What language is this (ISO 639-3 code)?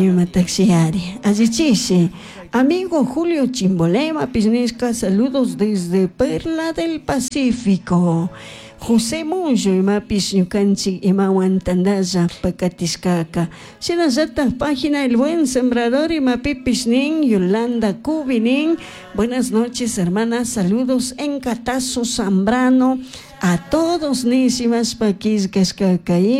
qug